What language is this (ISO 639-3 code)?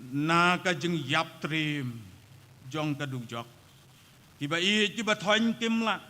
kha